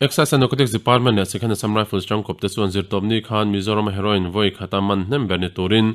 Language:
Mizo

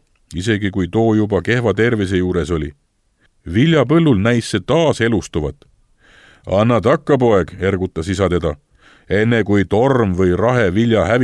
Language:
Estonian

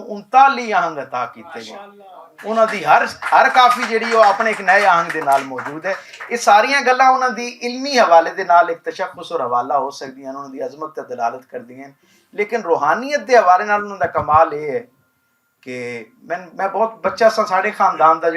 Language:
Western Panjabi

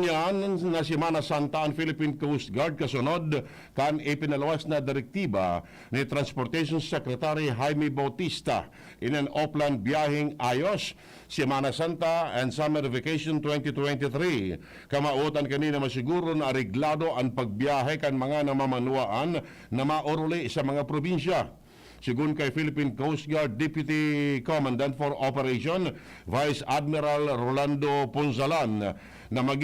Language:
Bikol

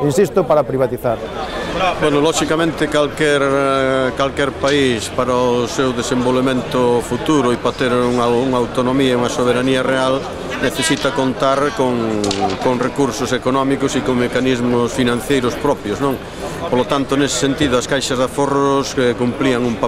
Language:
Galician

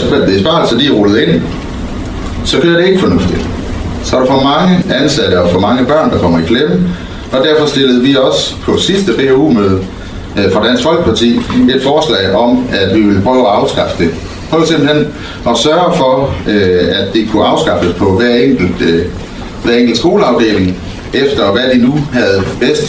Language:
Danish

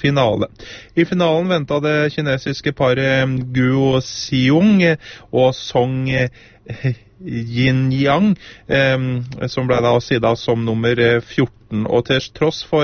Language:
Norwegian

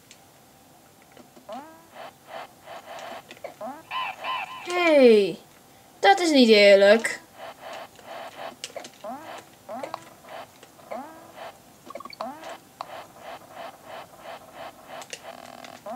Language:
Dutch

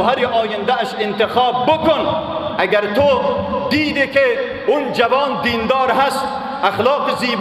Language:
Persian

